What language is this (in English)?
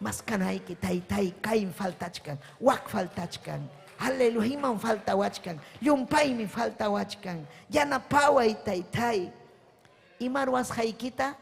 Ayacucho Quechua